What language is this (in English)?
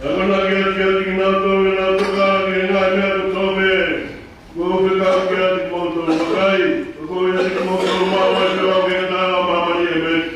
Tongan